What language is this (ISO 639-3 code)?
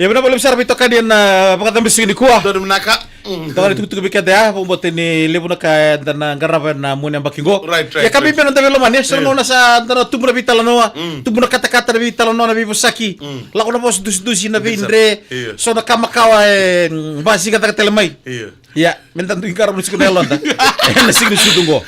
fij